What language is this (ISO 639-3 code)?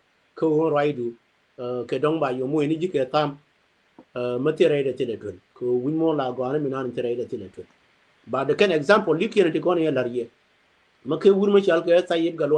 nus